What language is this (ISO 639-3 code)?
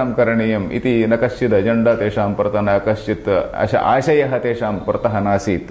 san